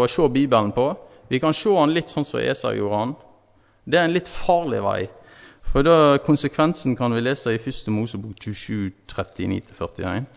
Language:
Norwegian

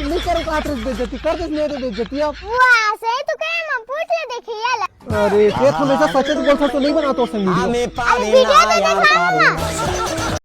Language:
Chhattisgarhi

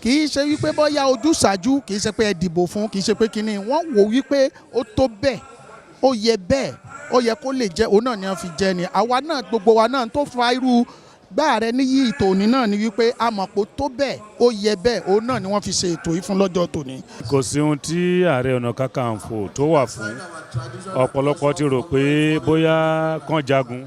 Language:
Yoruba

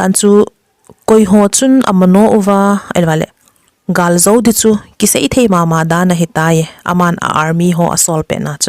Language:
Thado Chin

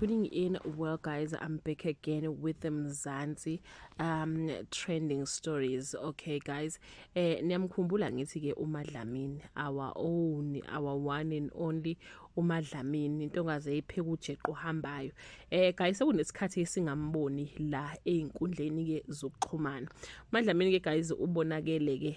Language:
Zulu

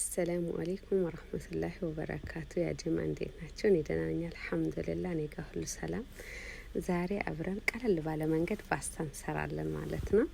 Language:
Amharic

